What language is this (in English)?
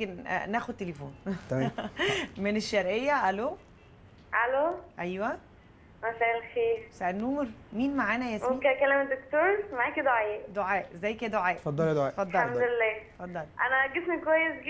Egyptian Arabic